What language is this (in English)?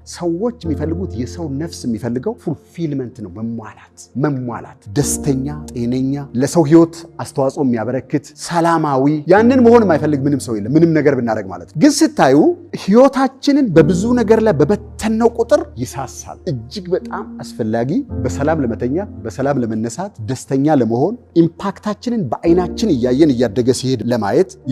Amharic